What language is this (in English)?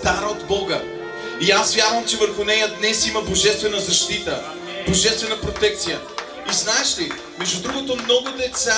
Bulgarian